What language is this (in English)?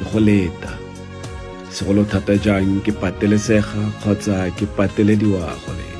Tswana